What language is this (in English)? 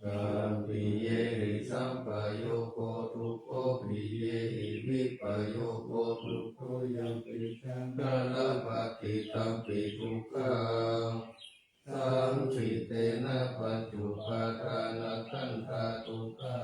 Pali